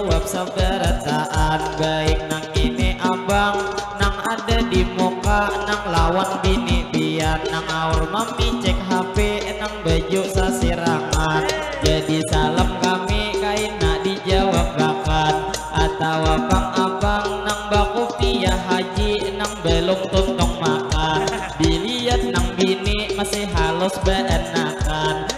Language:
Banjar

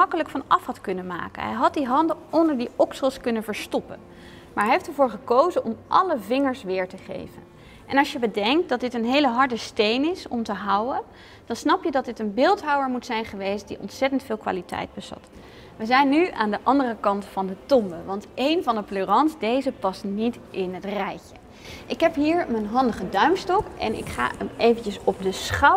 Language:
Dutch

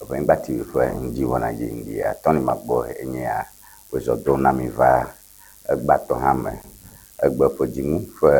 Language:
Ewe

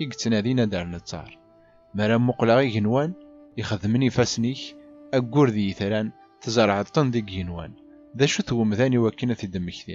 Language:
Kabyle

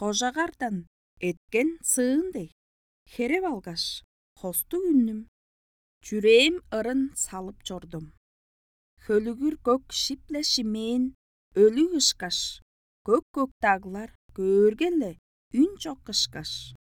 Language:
Tuvinian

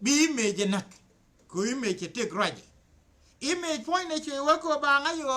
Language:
Nuer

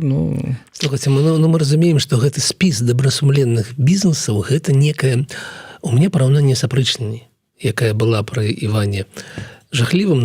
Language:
Belarusian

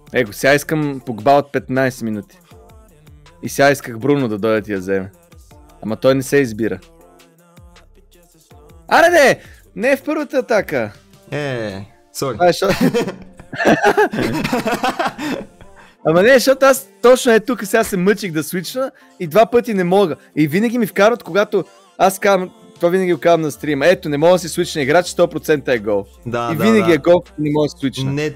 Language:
Bulgarian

